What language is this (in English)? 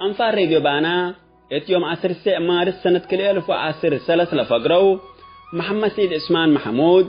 Tigre